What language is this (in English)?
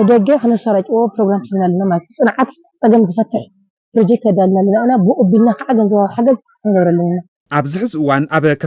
Tigrinya